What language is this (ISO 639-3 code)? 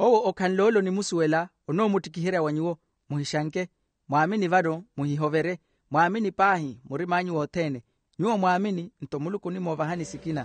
vmw